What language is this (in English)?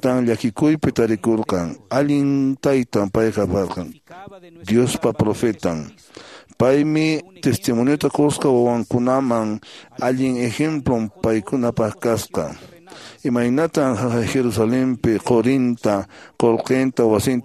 Quechua